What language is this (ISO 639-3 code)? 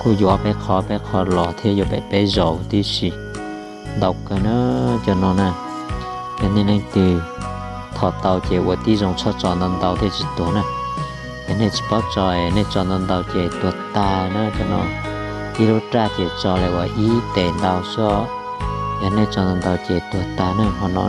hmn